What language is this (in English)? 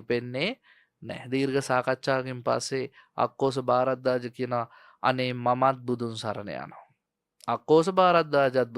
Sinhala